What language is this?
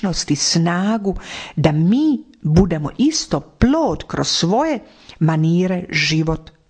Croatian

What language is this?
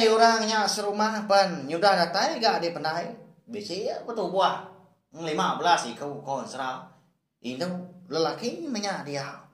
Iban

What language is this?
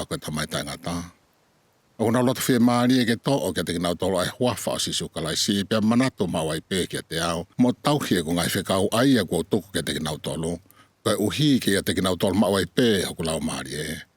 Tongan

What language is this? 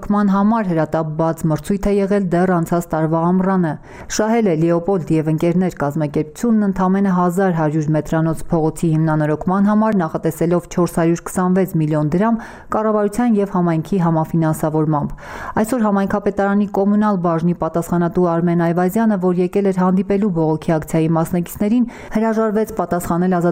Armenian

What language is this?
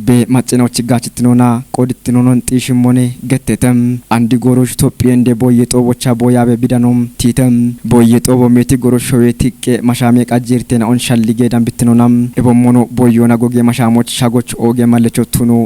Kafa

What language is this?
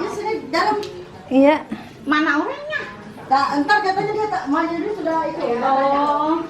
Betawi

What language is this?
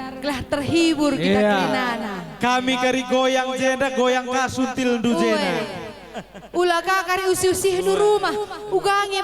Batak Karo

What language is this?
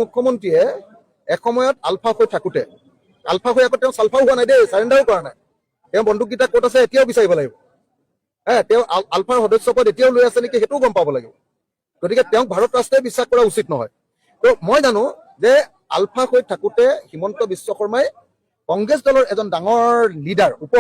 Assamese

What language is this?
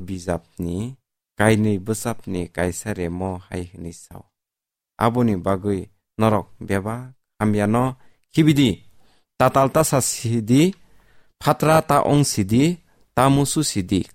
Kok Borok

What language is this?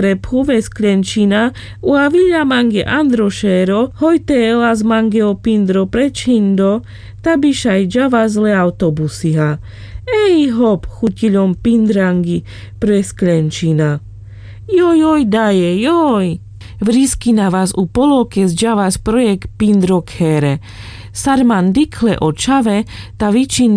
Carpathian Romani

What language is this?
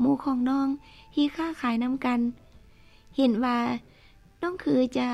Lao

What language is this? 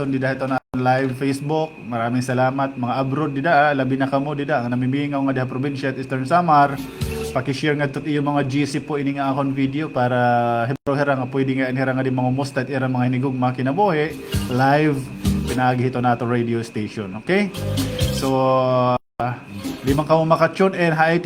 Waray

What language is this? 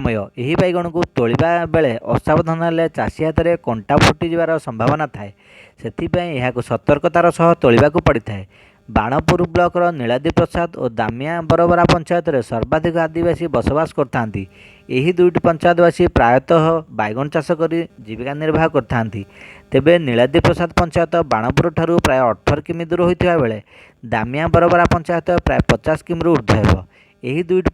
Odia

